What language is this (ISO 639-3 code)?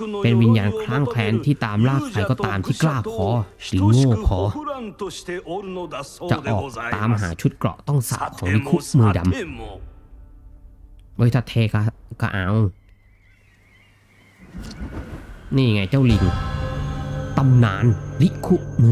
tha